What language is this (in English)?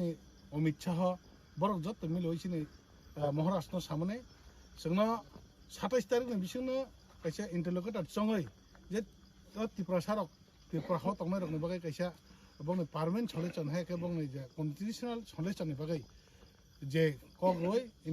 Kok Borok